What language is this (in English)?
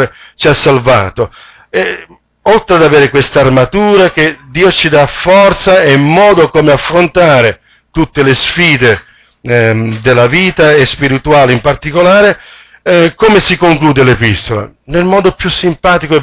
Italian